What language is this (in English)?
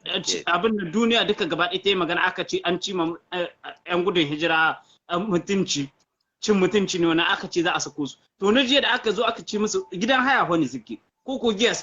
Hausa